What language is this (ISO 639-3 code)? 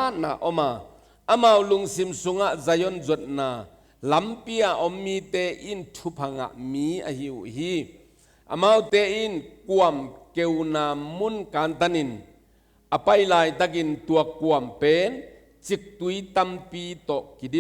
ctd